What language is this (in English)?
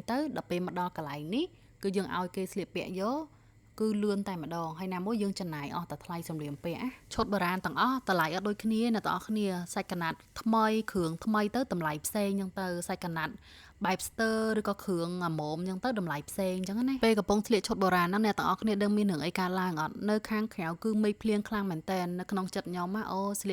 Khmer